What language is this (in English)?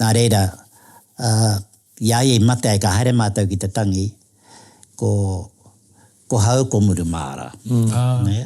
Māori